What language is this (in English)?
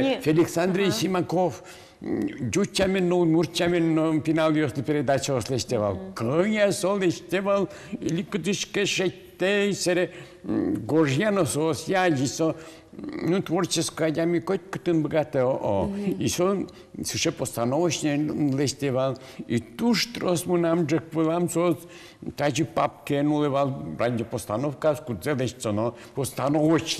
Udmurt